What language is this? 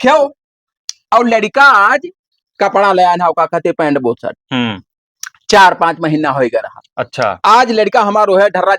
Awadhi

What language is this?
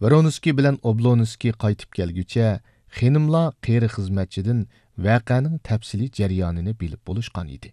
Uyghur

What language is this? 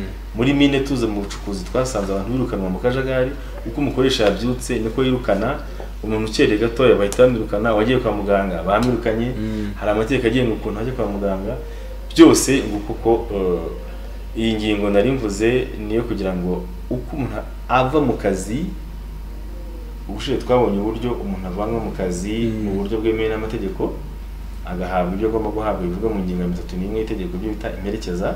Kinyarwanda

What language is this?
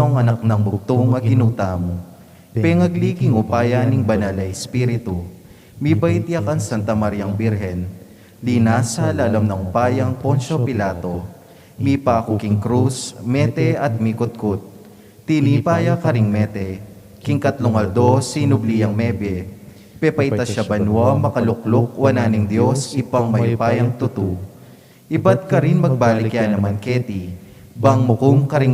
Pampanga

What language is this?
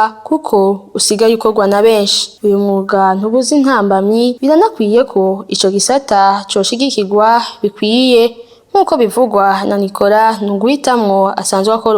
Rundi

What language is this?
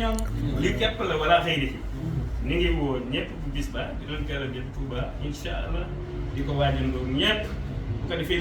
Wolof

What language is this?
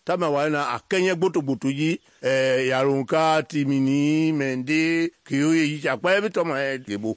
Mende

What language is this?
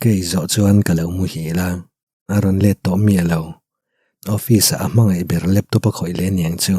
Mizo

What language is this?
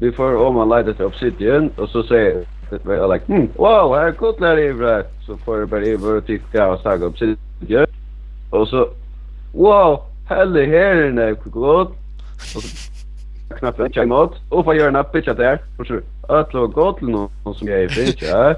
Faroese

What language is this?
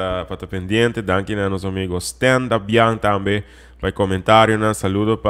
Papiamento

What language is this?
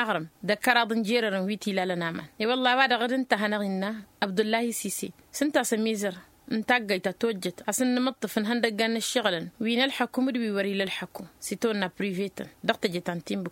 Tamasheq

